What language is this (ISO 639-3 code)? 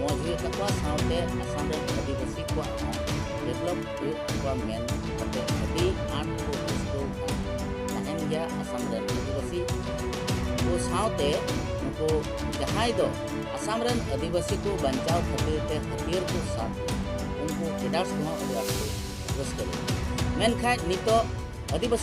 sat